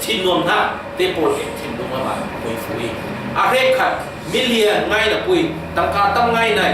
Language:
Falam Chin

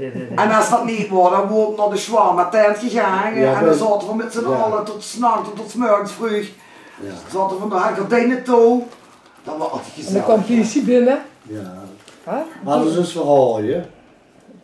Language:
Limburgish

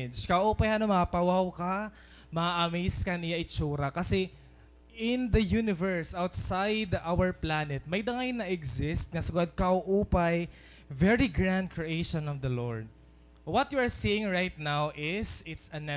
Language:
Waray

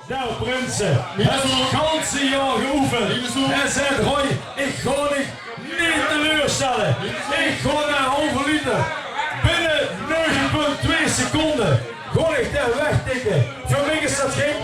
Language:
Limburgish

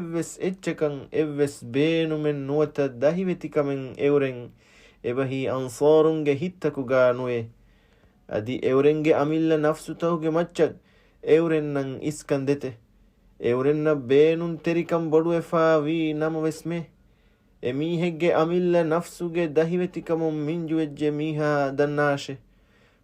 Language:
Divehi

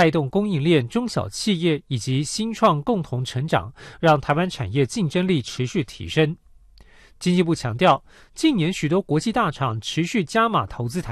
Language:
Chinese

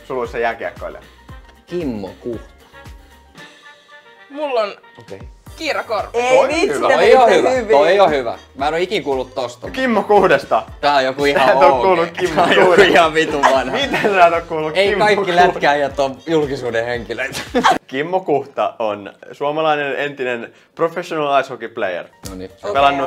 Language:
Finnish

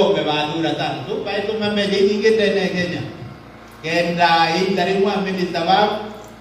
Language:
Meru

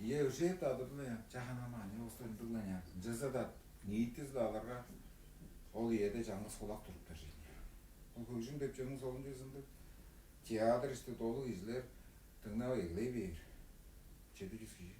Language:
Tuvinian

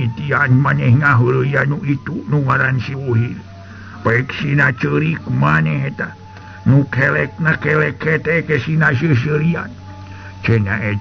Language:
Sundanese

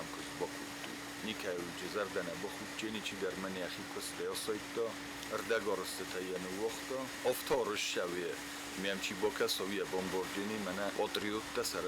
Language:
Ossetic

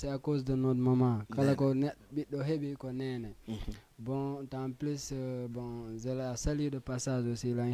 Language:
Fula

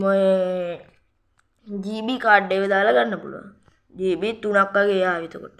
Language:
Sinhala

